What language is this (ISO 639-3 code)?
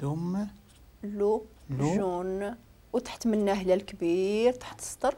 ary